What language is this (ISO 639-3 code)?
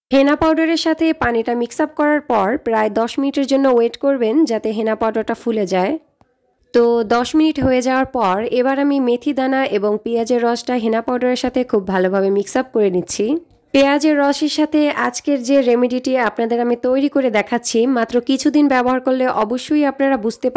ben